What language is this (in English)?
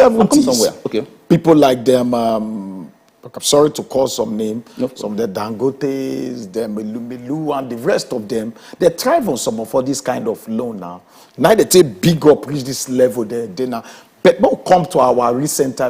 Nigerian Pidgin